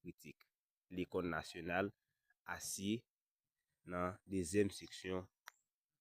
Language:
Haitian Creole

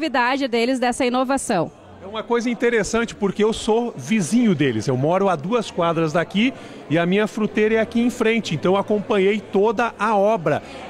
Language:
Portuguese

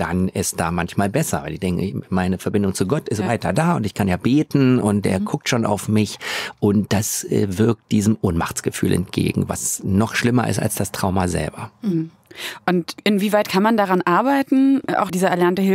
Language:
German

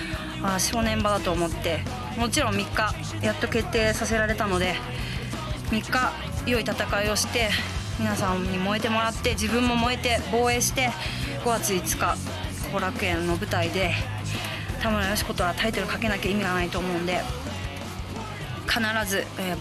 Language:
Japanese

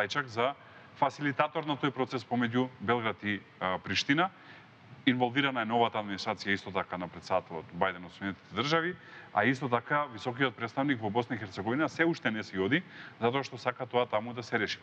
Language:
Macedonian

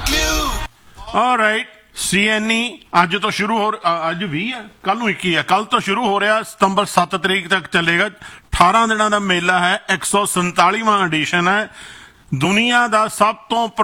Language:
Punjabi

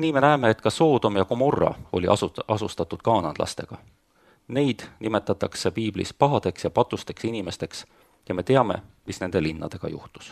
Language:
Estonian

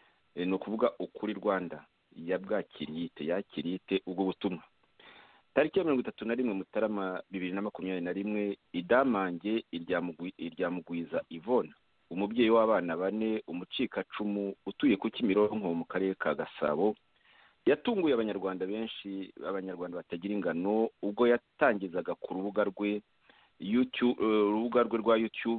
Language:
Kinyarwanda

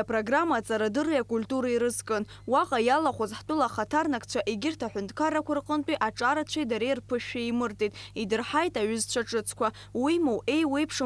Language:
Abkhazian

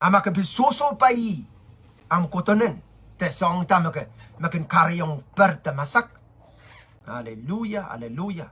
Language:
Pohnpeian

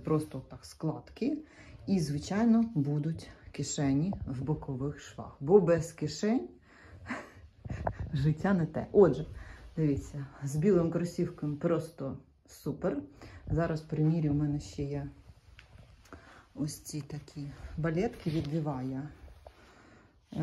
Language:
Ukrainian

